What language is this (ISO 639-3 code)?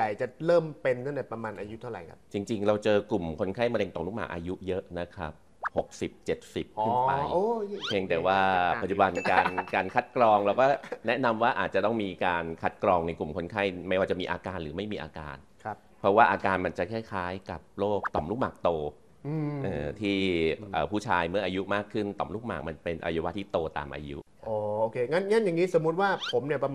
tha